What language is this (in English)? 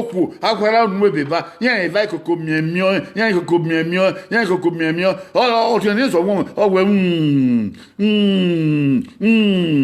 Bini